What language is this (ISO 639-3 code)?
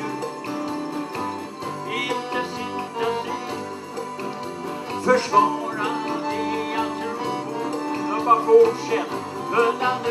swe